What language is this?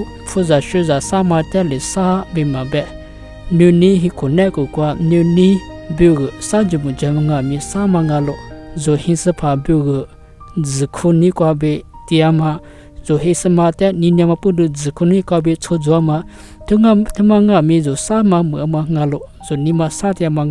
Lisu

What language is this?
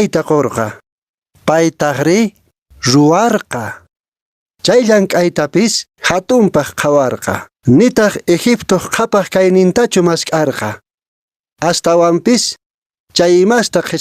Quechua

